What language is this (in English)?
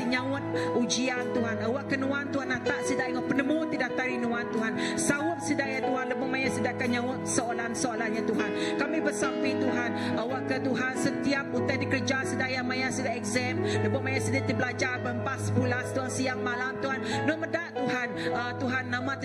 Iban